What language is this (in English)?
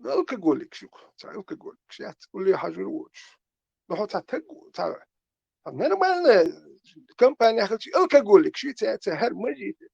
Chechen